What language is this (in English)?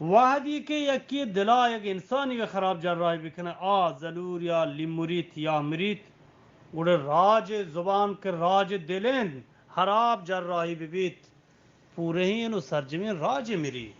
Eastern Balochi